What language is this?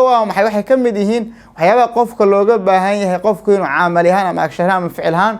Somali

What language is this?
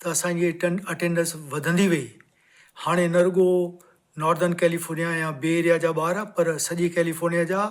Sindhi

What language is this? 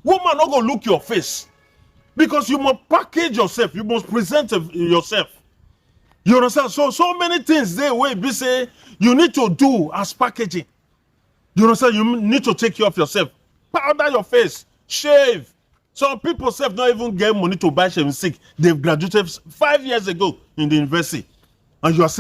Nigerian Pidgin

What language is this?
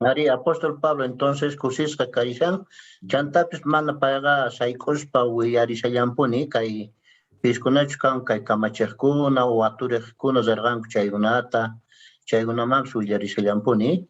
Quechua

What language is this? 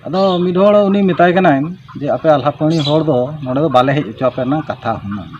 Santali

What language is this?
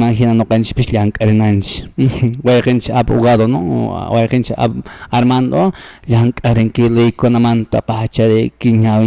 Quechua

